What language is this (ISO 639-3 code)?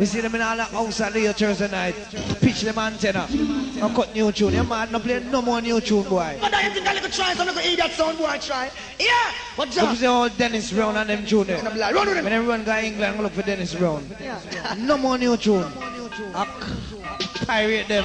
jam